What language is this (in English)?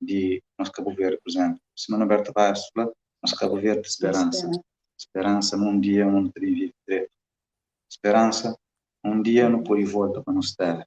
Kabuverdianu